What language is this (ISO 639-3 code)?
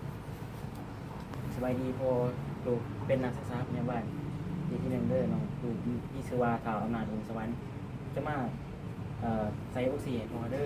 lao